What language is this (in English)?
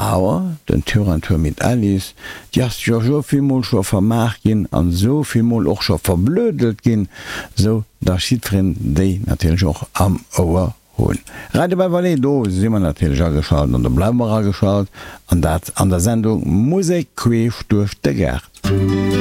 Luxembourgish